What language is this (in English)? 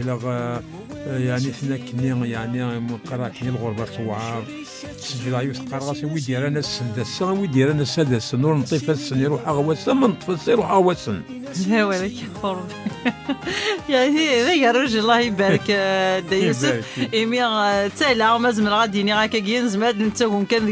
Kabyle